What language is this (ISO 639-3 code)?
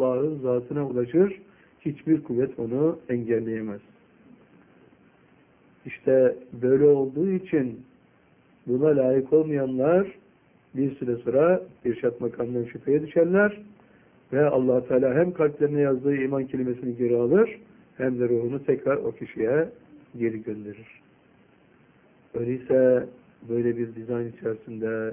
tur